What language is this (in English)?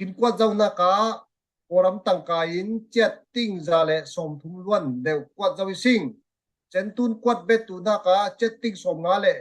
Falam Chin